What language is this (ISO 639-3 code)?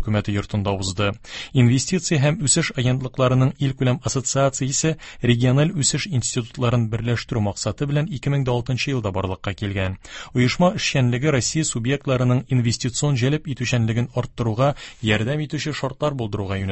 tat